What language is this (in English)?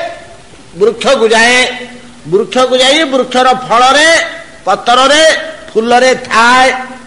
Odia